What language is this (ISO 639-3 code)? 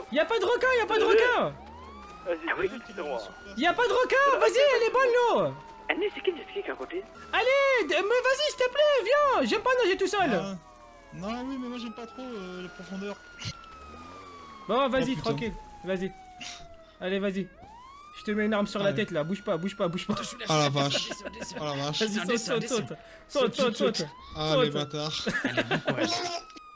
fra